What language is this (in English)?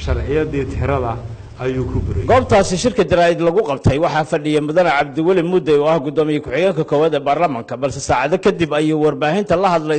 Somali